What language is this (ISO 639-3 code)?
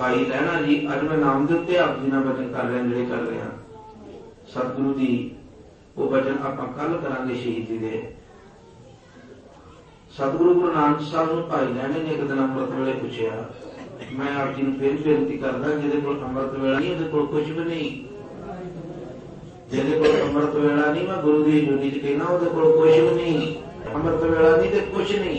pan